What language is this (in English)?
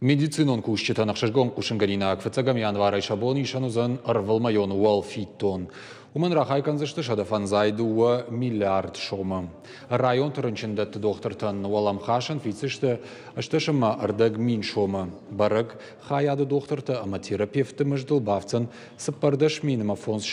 Ossetic